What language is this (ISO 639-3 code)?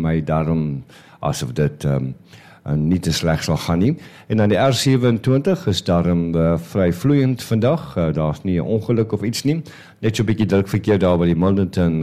afr